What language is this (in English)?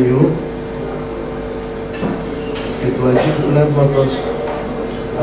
Greek